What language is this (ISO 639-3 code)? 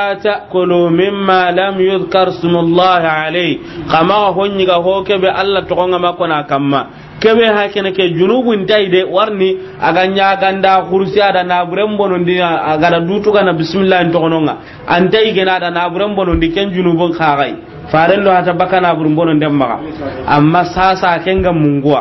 snk